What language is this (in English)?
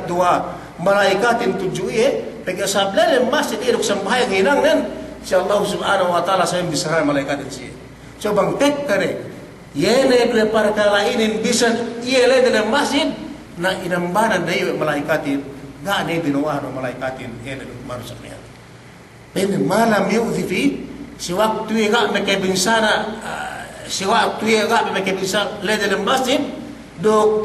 Yakan